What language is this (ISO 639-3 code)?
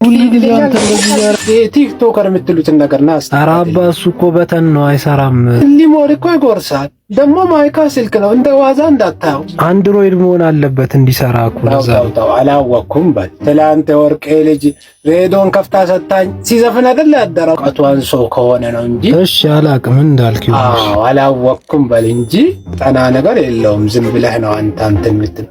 amh